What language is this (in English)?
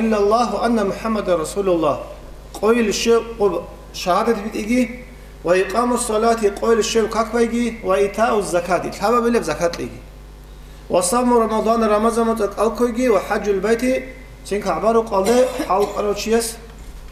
Avaric